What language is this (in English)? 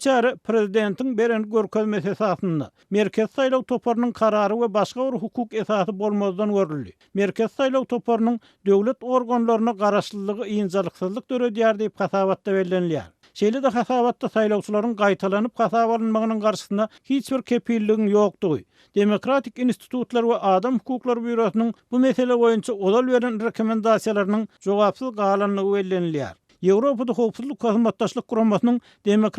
Turkmen